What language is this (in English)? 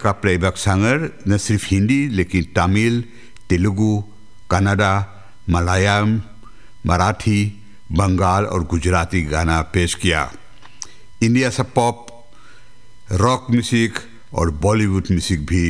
Hindi